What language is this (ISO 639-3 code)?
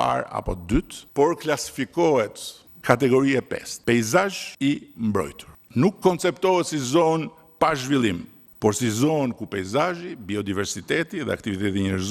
sqi